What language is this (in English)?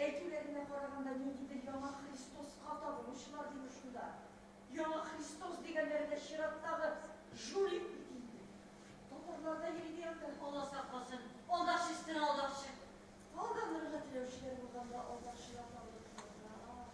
Tatar